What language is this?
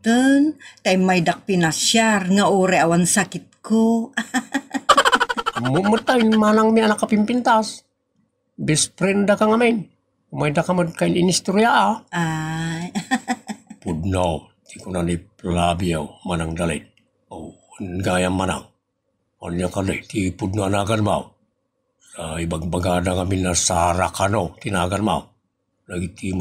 Iloko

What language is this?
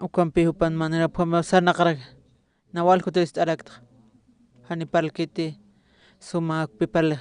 Aymara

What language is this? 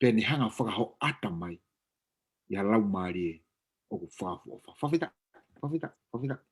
Tongan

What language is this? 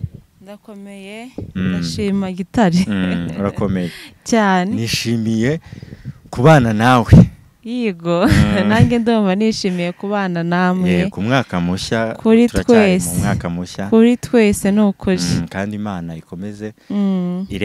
Kinyarwanda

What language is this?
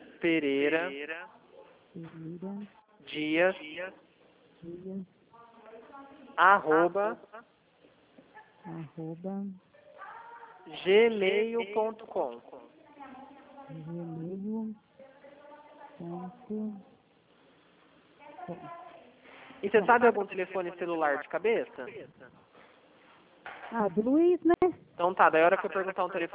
Portuguese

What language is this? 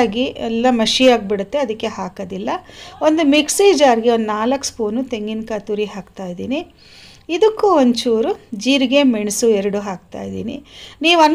Kannada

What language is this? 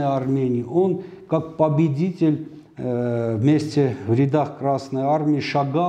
Russian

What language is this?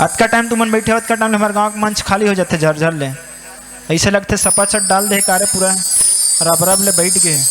Chhattisgarhi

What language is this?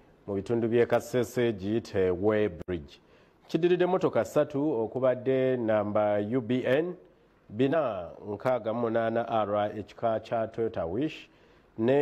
Ganda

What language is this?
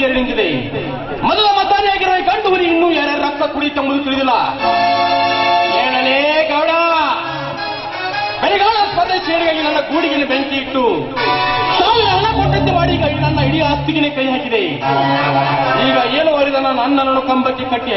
Kannada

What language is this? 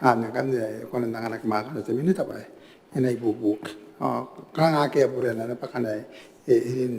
Gilbertese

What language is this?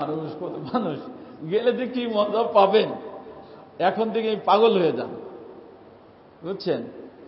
Bangla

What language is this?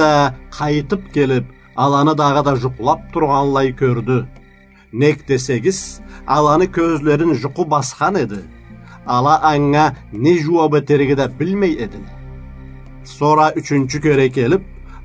Karachay-Balkar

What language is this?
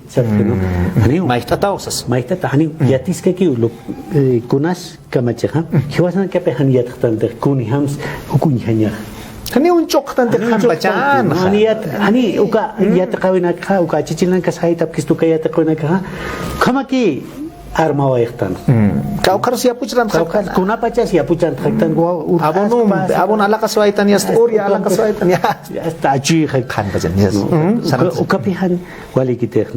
Aymara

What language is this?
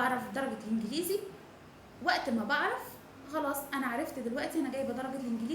Egyptian Arabic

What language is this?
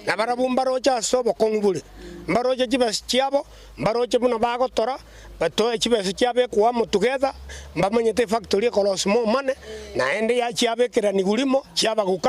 Gusii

